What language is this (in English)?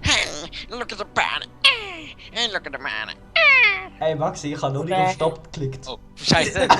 Swiss German